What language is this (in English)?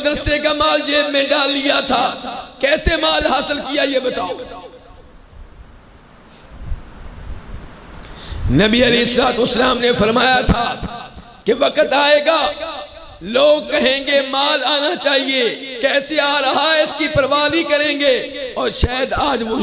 Urdu